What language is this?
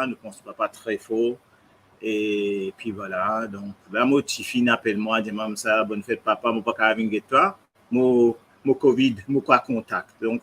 Morisyen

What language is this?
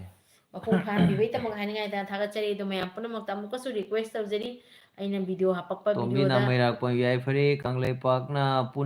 Manipuri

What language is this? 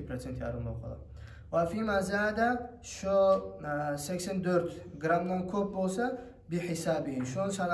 Kumyk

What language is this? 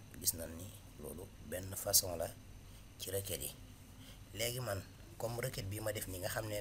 Wolof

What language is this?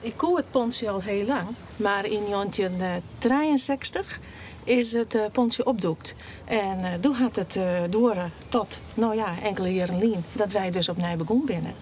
Western Frisian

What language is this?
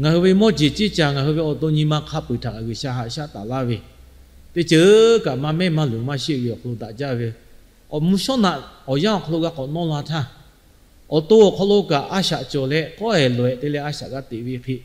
Lahu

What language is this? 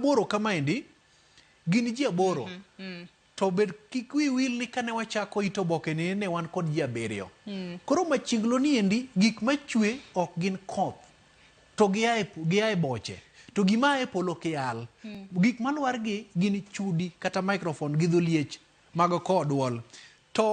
Luo (Kenya and Tanzania)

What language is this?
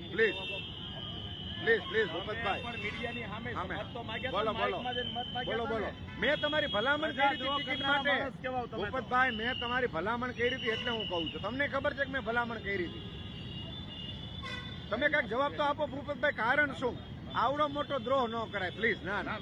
Gujarati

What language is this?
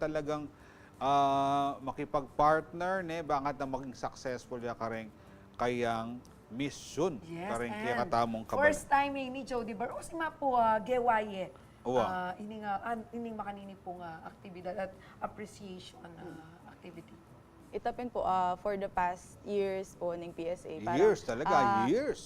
Pampanga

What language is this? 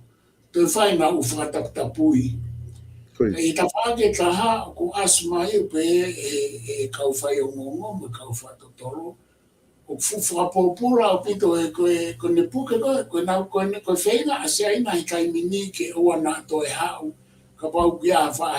Tongan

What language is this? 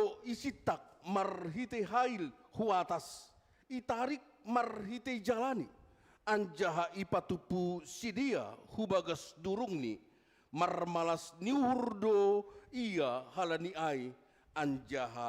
Batak Simalungun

